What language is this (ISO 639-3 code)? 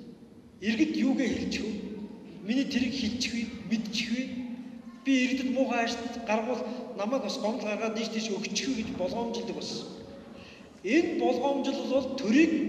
mon